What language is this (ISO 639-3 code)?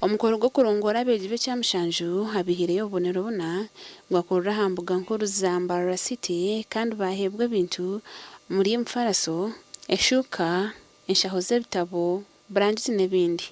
nyn